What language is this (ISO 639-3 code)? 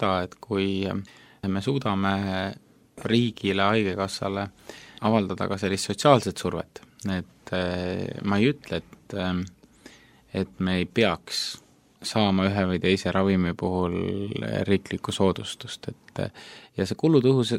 est